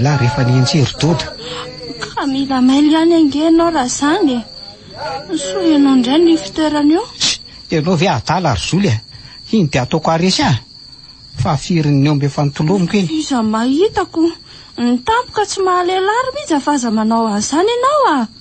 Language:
Malagasy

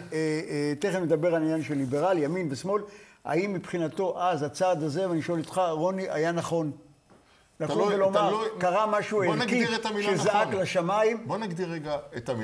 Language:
Hebrew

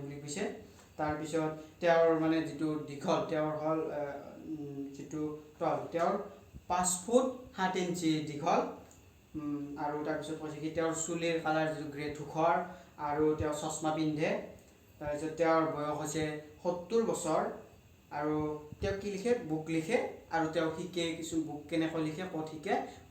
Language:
Assamese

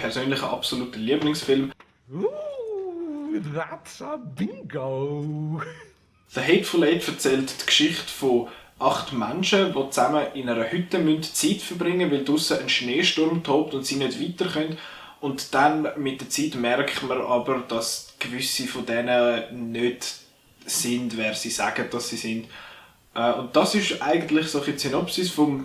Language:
Swiss German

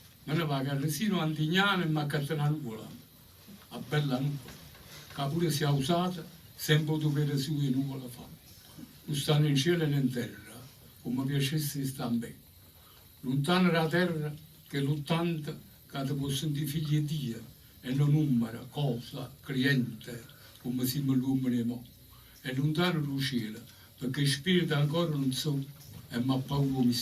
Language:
Neapolitan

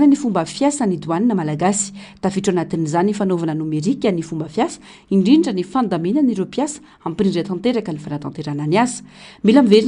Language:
Malagasy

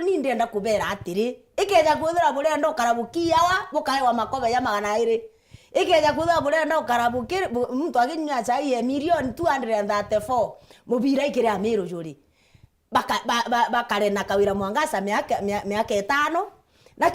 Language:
Meru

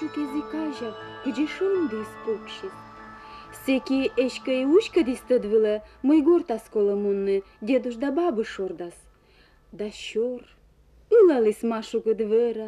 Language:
Komi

